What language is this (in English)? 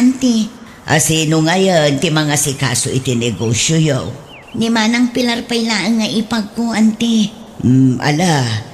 Iloko